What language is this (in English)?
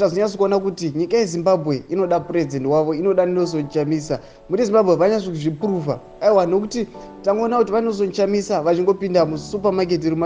Shona